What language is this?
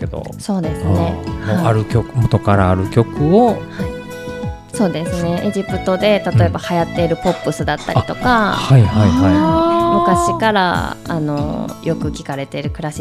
Japanese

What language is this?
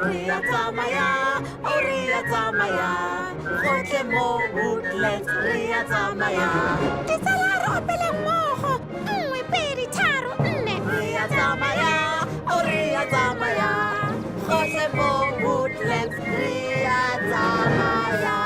Tswana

